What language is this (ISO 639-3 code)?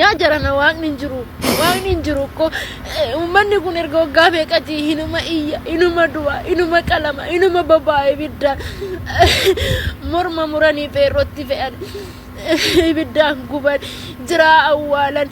orm